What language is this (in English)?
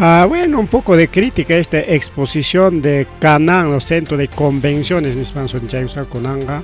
Ayacucho Quechua